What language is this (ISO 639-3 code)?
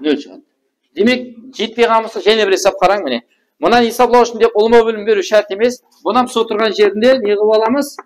kaa